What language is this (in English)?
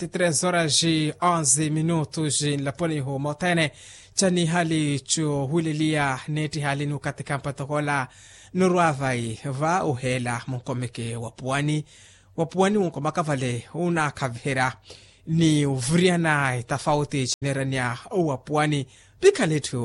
Makhuwa